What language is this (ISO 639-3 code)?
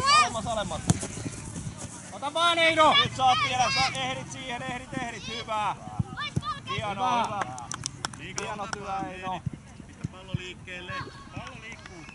fin